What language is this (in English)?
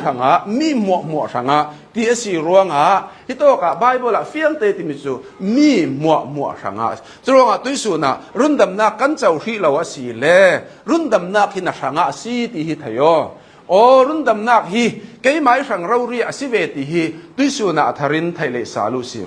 Hakha Chin